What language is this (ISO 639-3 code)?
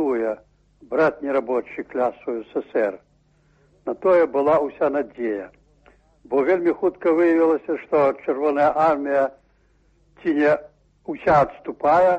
bel